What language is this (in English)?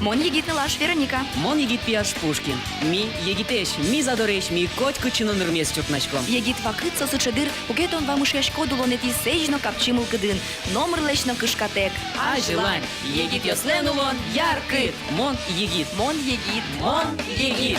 Udmurt